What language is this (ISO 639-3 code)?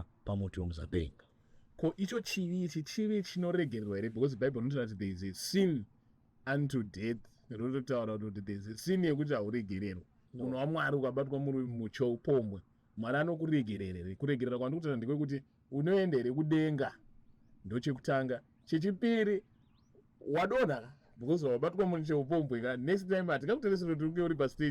sna